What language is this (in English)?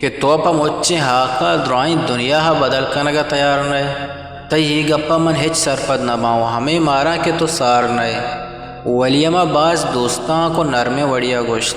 Eastern Balochi